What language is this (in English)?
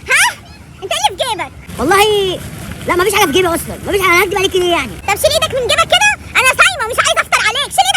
Egyptian Arabic